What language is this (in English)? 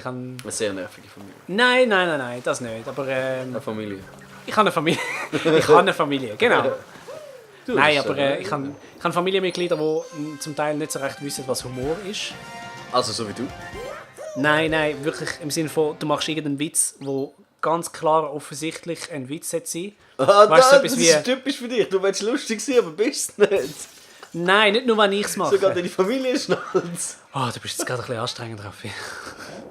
Swiss German